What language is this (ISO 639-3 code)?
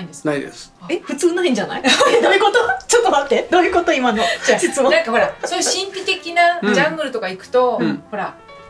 jpn